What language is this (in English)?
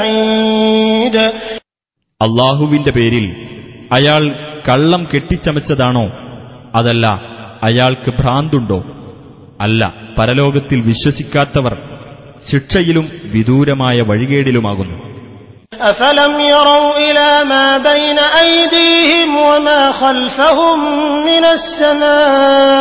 Malayalam